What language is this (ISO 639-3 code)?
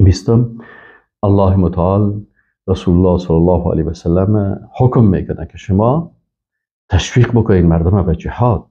fas